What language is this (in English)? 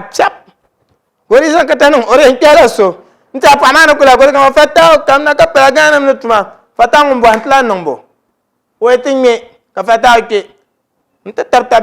Dagbani